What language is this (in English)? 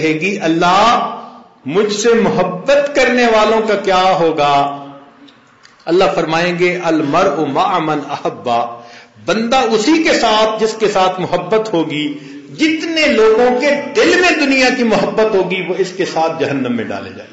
Urdu